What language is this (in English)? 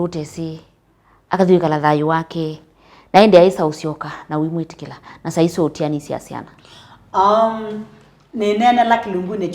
Kamba